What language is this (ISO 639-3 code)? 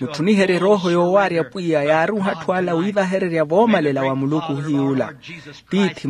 vmw